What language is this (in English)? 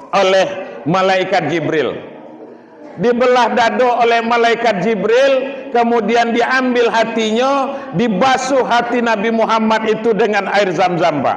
Minangkabau